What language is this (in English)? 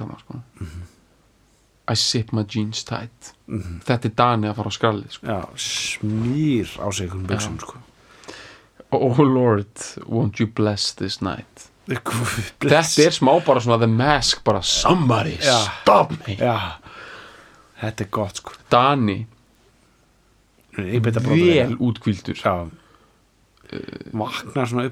Icelandic